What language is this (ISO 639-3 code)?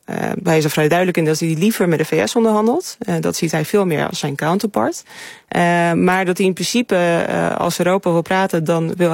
nld